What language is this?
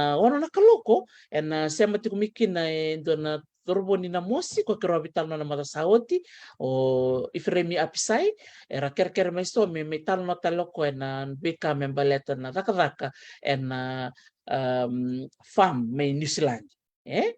Fijian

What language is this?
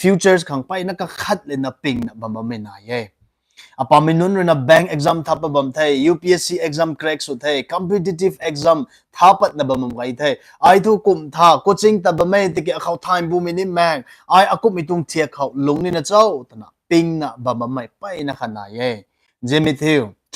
Rongmei Naga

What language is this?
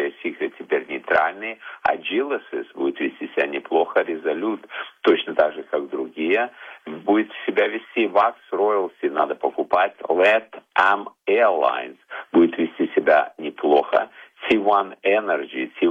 Russian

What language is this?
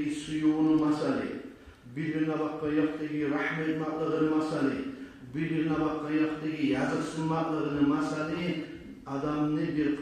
Kumyk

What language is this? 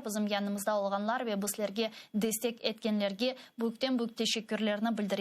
Crimean Tatar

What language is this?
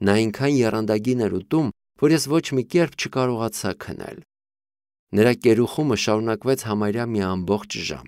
Armenian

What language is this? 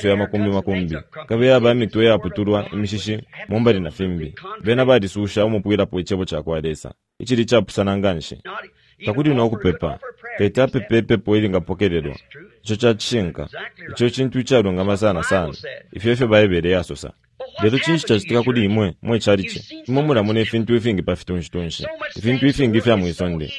Bemba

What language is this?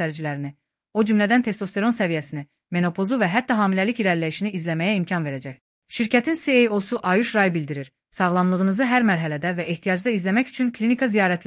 Azerbaijani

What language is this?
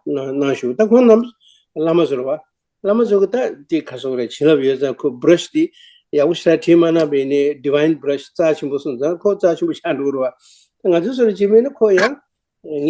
Tibetan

